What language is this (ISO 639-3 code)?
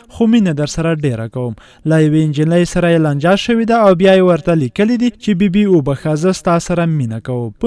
pus